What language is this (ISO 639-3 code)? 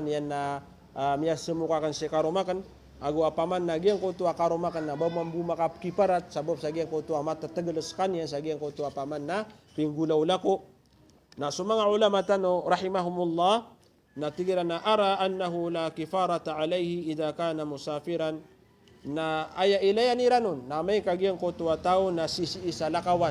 mrw